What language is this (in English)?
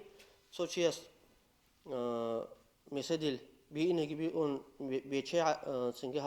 Avaric